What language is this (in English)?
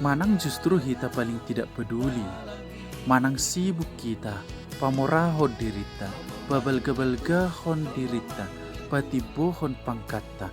Batak Toba